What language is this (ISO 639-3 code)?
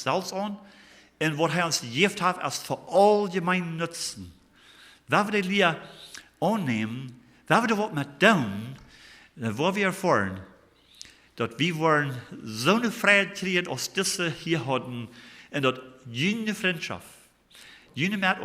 pdt